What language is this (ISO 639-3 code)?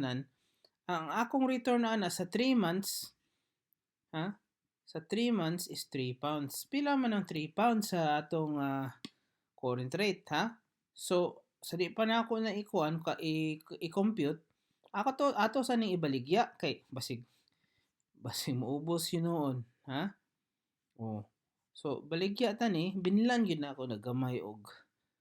ceb